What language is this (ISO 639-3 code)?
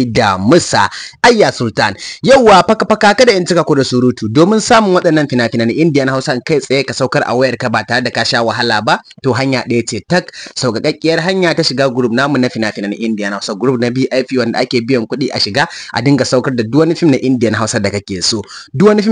hau